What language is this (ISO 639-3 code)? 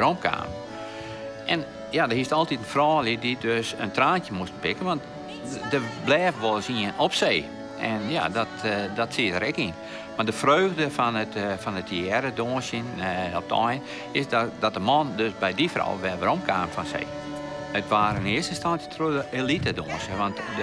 fry